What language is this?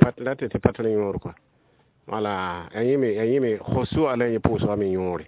Mossi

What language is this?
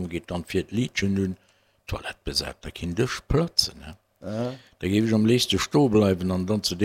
Luxembourgish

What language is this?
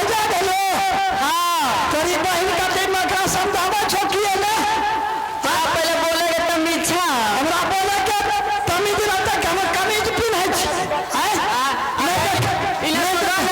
Maithili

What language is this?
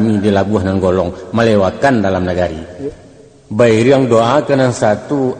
Minangkabau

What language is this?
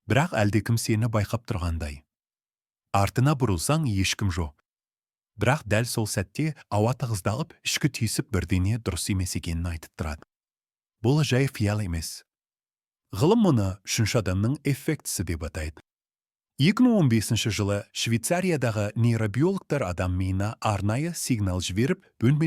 Kazakh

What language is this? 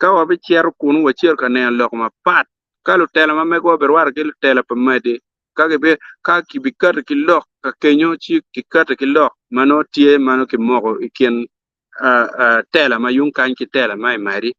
Acoli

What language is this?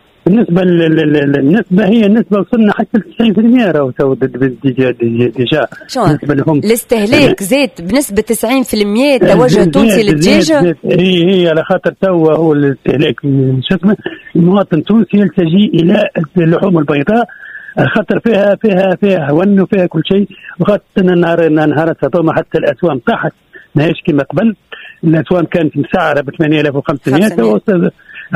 Tunisian Arabic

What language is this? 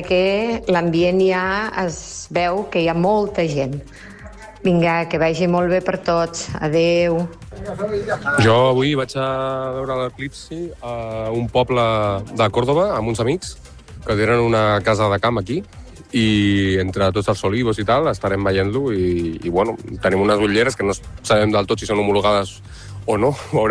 Catalan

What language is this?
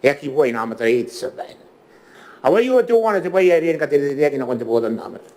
Gilbertese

